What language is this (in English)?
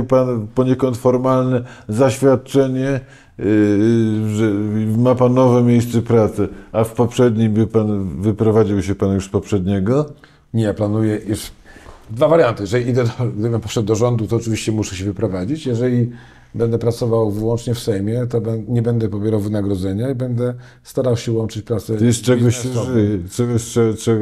Polish